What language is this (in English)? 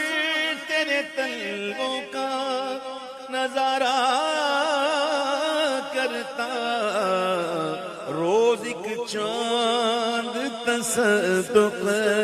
Urdu